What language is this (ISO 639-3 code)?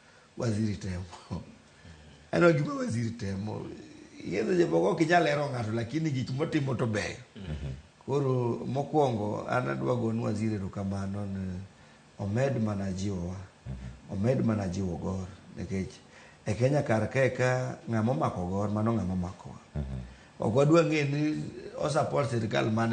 luo